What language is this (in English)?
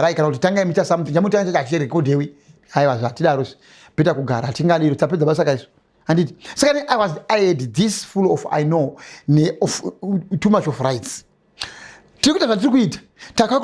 Shona